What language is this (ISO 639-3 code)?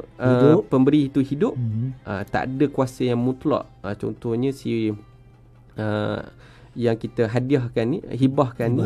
msa